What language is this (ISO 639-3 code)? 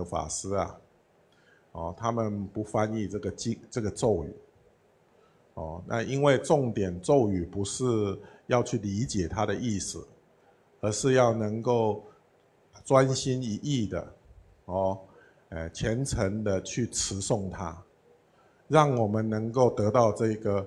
zho